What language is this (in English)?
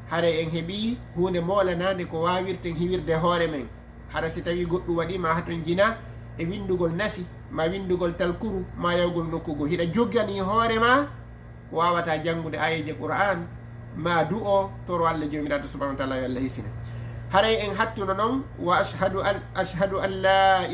Fula